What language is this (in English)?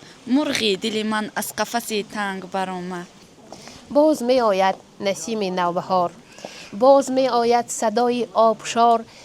Tajik